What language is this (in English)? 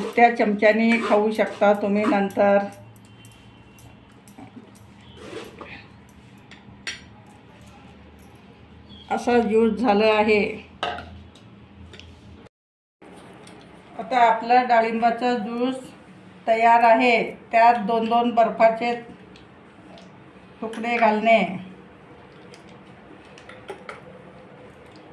Marathi